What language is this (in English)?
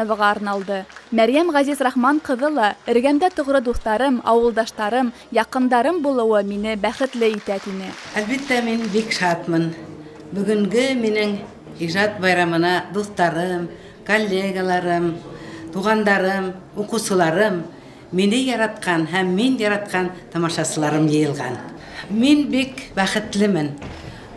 Bashkir